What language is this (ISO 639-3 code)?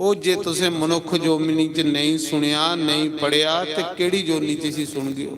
doi